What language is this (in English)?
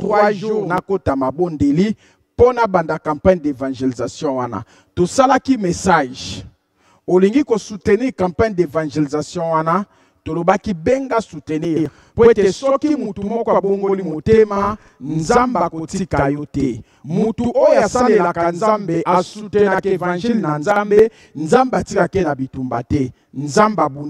Lingala